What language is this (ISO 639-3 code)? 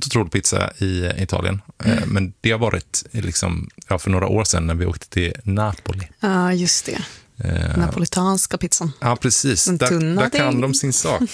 swe